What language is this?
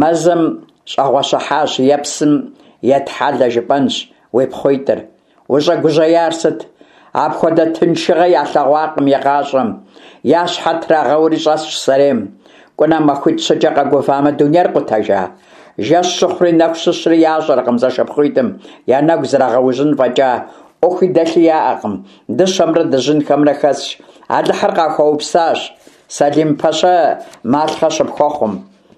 Kabardian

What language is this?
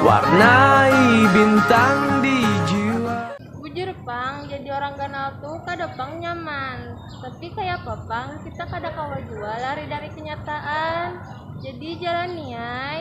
Banjar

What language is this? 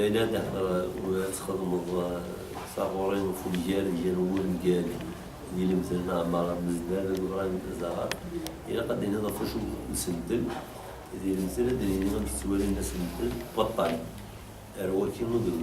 Kabyle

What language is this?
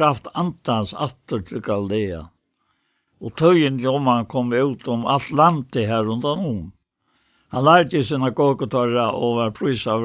Faroese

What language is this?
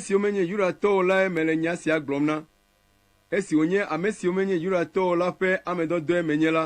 Ewe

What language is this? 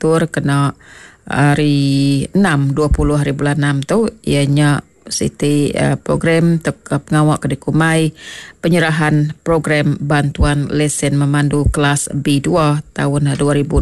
Iban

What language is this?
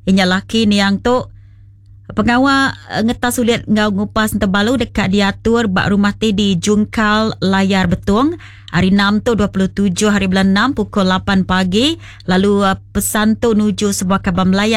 Iban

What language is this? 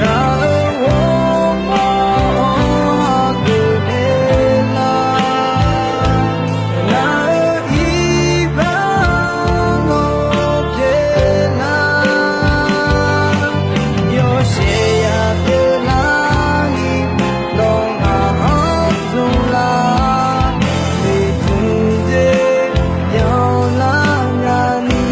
Akha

